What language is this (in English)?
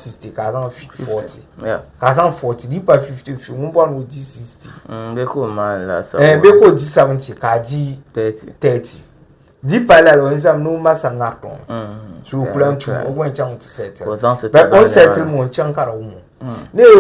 Dagbani